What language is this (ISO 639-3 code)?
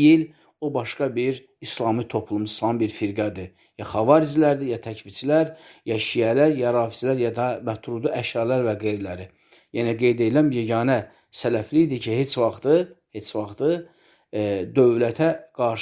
aze